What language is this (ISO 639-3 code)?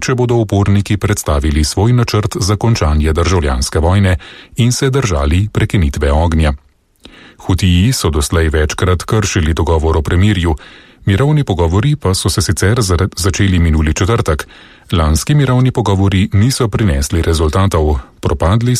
slv